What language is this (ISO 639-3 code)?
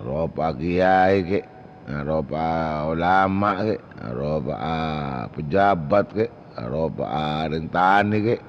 mad